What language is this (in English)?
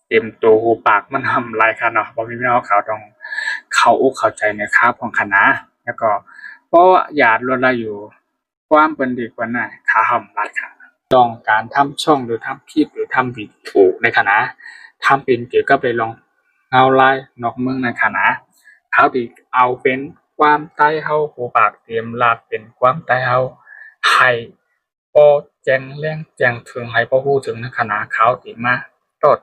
Shan